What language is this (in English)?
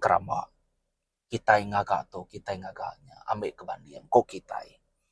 Iban